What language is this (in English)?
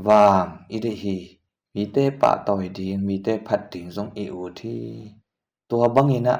Tedim Chin